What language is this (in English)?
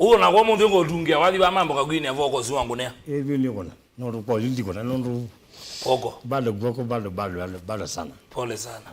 Kamba